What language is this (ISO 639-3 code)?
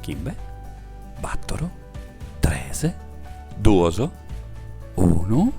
srd